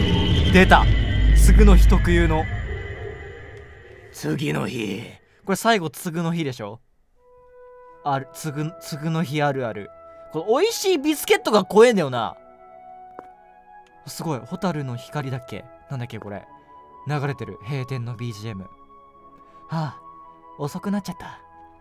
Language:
Japanese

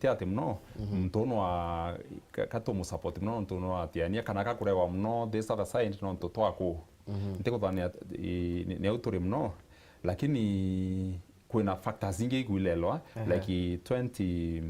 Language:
Meru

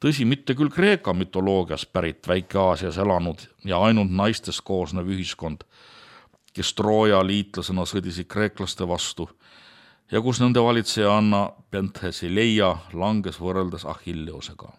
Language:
Estonian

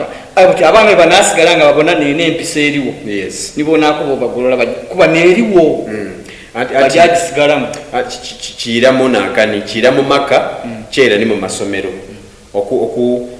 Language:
Soga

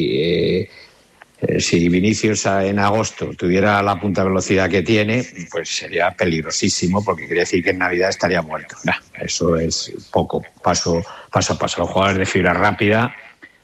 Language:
Spanish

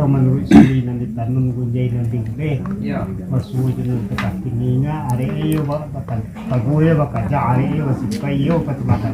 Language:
Minangkabau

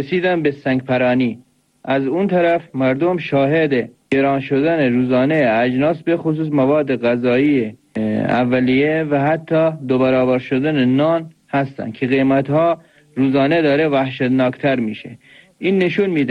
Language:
Persian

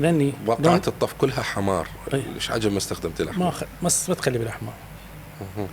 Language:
Mesopotamian Arabic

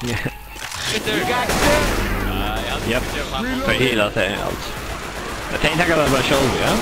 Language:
Faroese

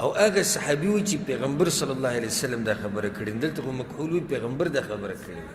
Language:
Pashto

